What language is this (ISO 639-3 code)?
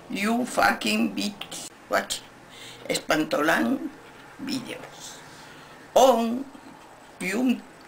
eng